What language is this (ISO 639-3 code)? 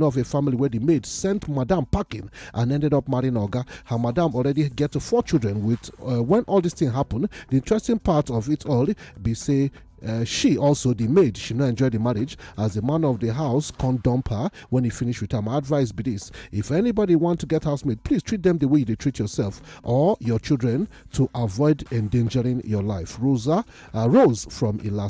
pcm